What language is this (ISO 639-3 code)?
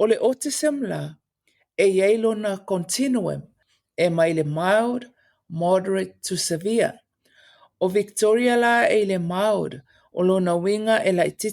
smo